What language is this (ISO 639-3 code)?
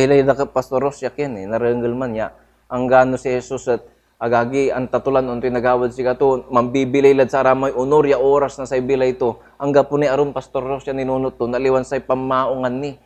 pag